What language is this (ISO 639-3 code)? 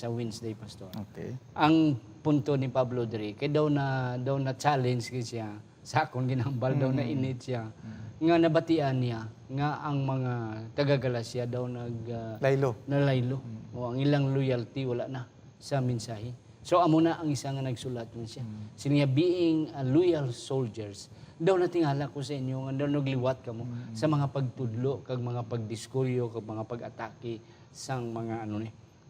hil